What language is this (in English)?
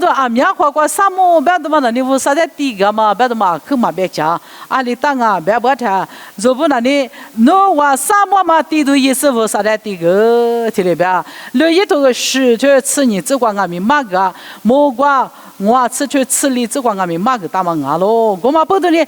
Lisu